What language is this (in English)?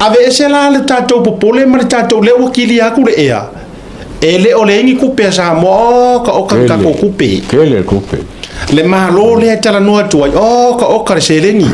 Samoan